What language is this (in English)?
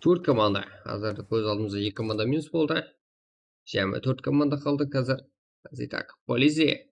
Kara-Kalpak